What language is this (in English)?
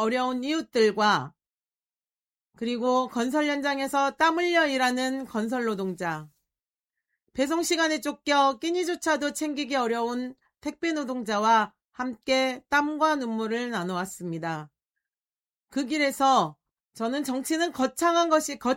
Korean